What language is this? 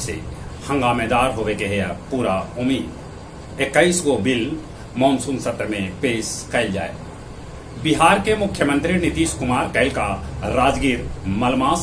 Magahi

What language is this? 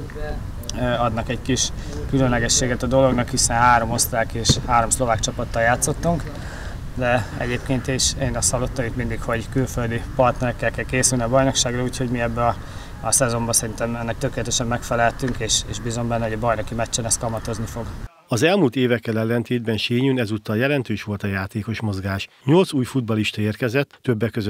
Hungarian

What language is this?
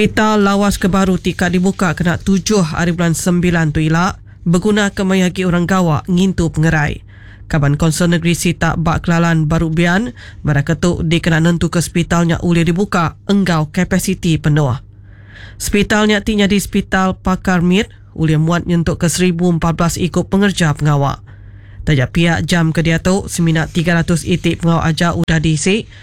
Iban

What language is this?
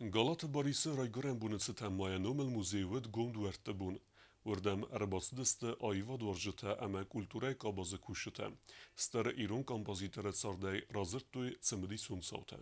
Ossetic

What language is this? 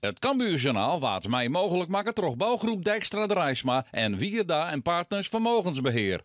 Western Frisian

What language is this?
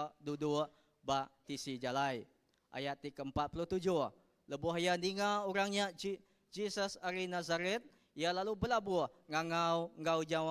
Iban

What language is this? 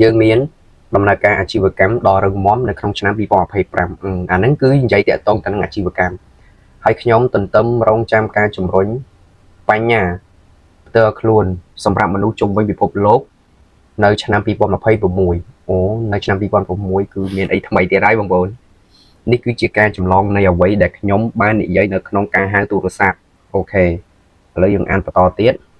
Khmer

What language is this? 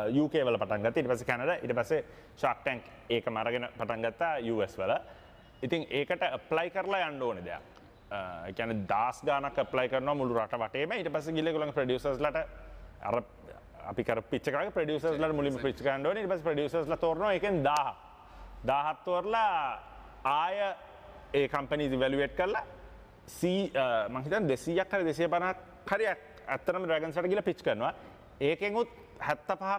Sinhala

